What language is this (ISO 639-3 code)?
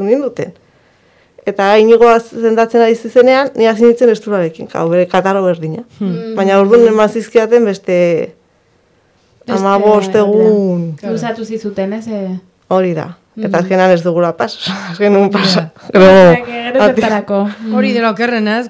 eus